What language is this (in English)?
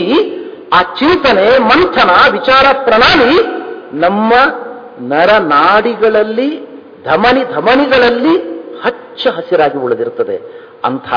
Kannada